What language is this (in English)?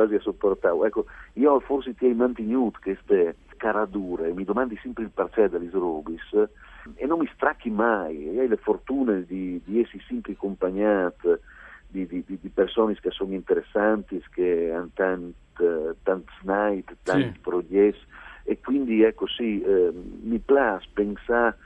Friulian